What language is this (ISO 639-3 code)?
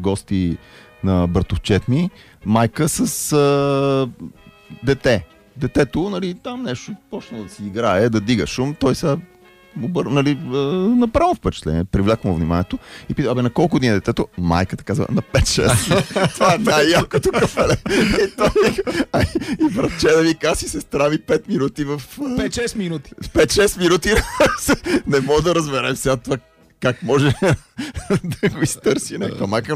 bul